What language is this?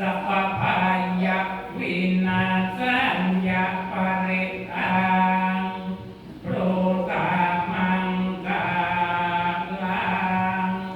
Pali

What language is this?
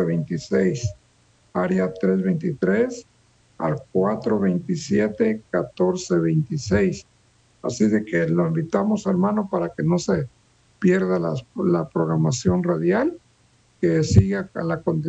Spanish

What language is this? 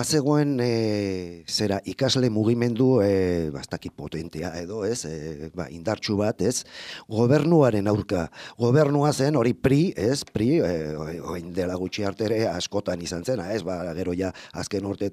Basque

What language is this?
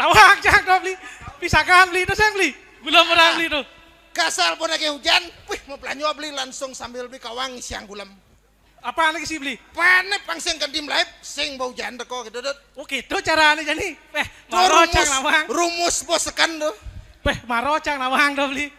Balinese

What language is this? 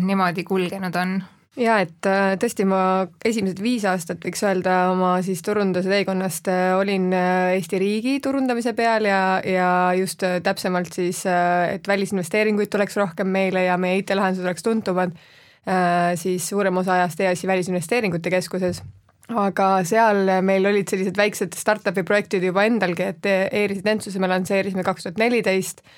Estonian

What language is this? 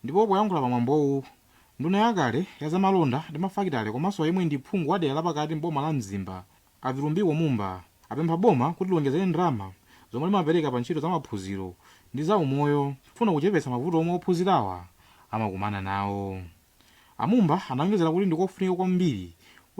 Nyanja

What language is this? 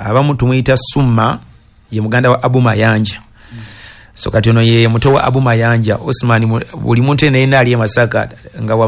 Ganda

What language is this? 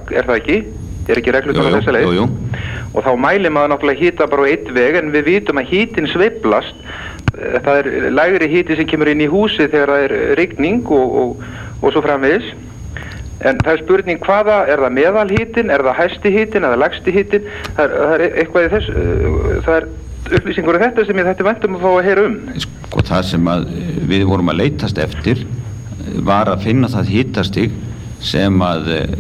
Icelandic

